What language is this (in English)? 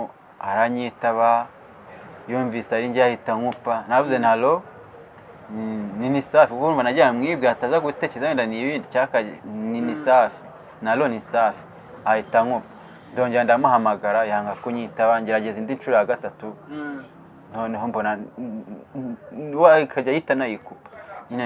Kinyarwanda